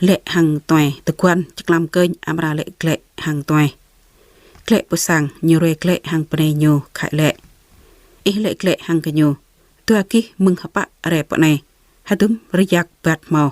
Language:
Jarai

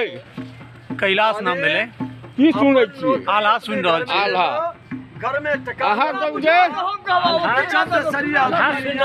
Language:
Maithili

